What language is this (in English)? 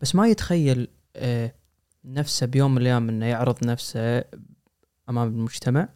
Gulf Arabic